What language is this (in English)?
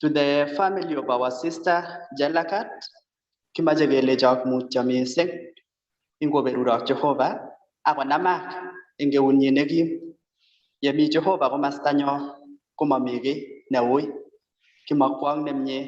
Kalenjin